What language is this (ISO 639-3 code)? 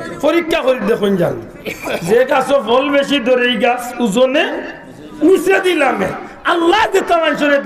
syl